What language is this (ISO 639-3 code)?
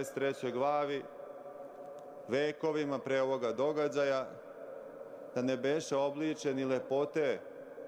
srp